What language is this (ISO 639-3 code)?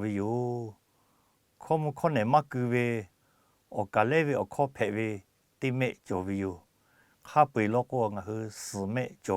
lhu